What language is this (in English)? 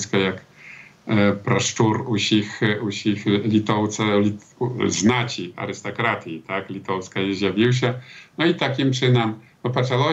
Belarusian